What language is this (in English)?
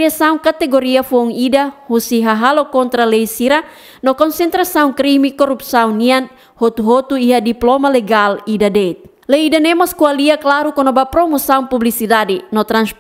Tetum